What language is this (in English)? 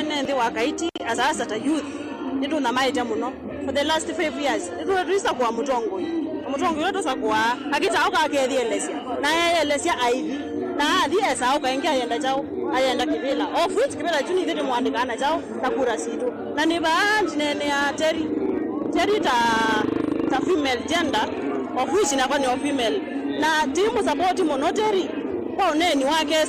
Kamba